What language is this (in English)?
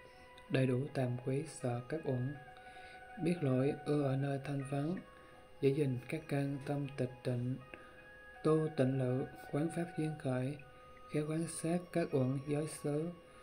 Vietnamese